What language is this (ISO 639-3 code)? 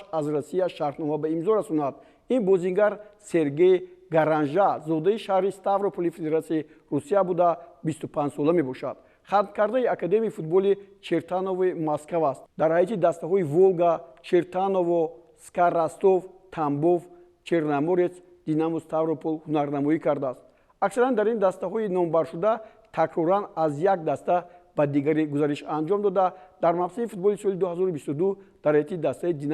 tgk